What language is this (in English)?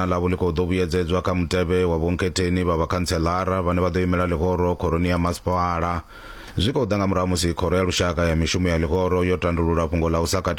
Venda